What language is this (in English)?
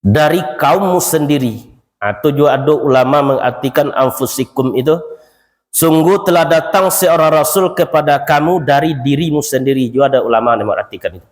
Minangkabau